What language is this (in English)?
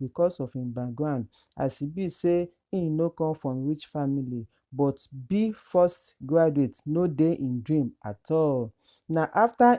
Nigerian Pidgin